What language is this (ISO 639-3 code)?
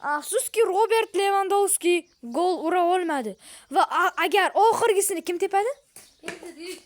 uzb